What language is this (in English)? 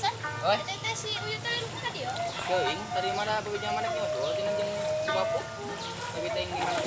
Sundanese